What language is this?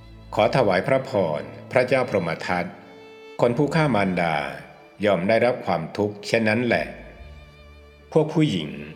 Thai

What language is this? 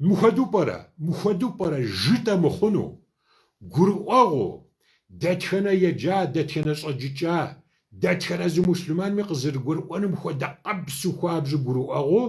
Kabardian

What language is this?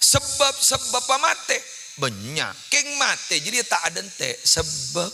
Madurese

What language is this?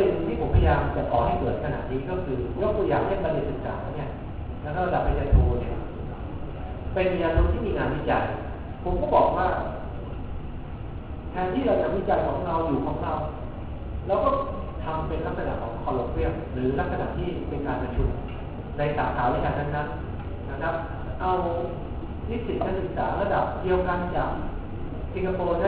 Thai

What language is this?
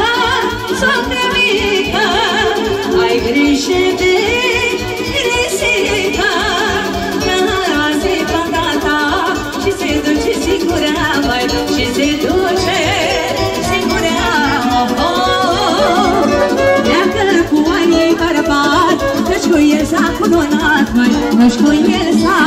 Romanian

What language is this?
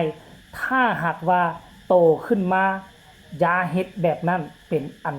Northeastern Thai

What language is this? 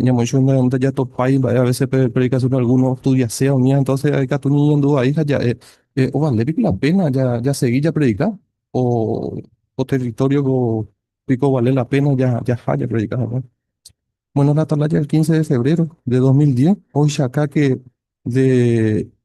Guarani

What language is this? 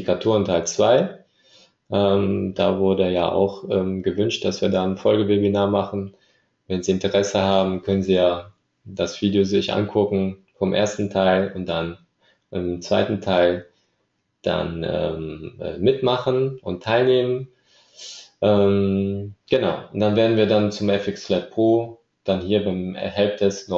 German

